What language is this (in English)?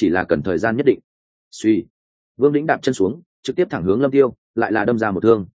Vietnamese